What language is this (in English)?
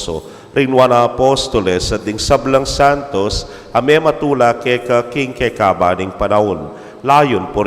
Pampanga